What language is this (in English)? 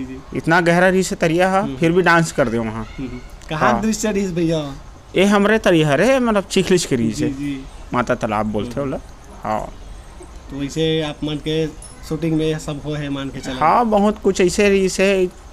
Chhattisgarhi